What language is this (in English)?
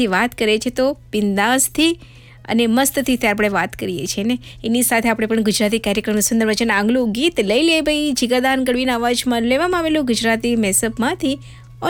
Gujarati